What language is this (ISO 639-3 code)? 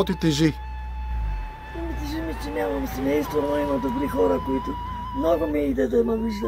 bul